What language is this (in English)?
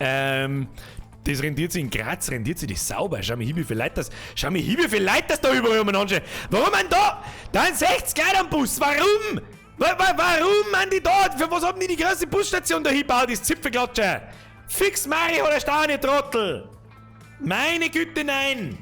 Bavarian